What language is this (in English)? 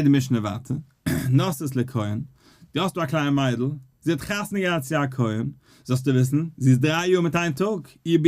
Yiddish